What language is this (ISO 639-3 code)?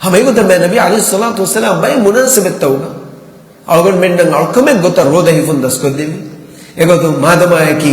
div